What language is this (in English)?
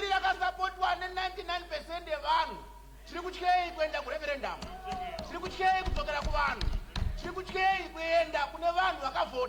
Shona